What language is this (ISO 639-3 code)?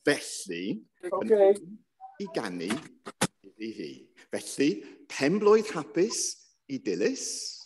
cym